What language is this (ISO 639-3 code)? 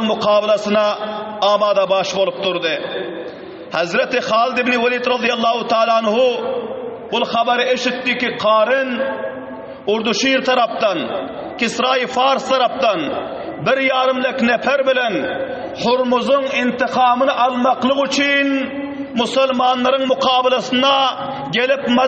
tuk